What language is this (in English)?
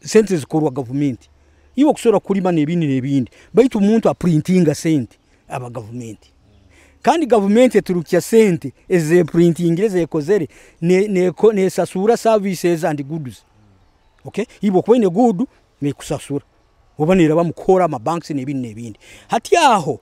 Nyoro